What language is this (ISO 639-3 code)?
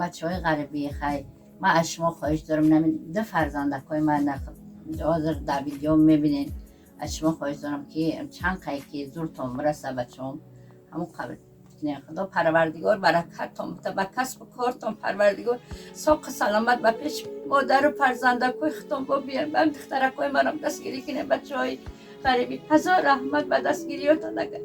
tgk